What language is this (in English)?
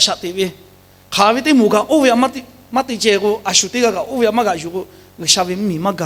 Lahu